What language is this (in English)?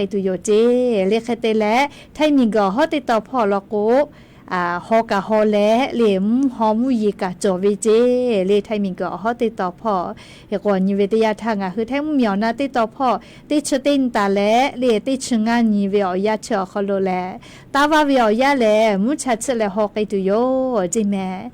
Lahu